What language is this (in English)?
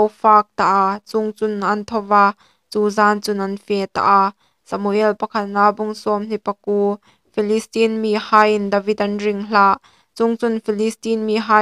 Hmar